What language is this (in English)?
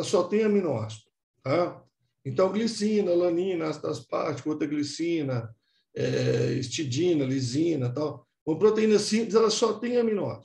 Portuguese